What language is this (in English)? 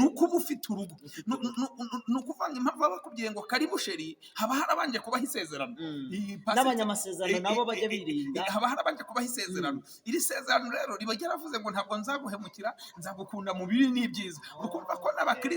Kinyarwanda